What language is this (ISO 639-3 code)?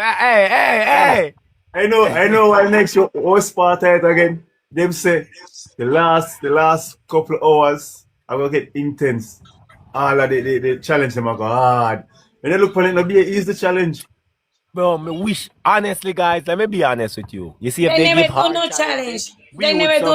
jam